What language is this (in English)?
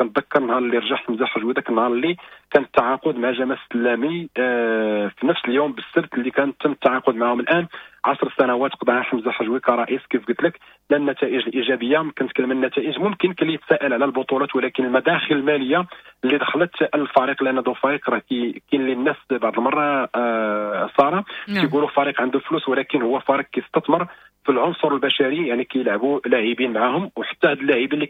Moroccan Arabic